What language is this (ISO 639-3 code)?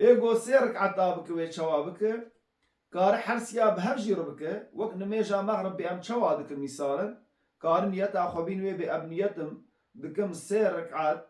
kur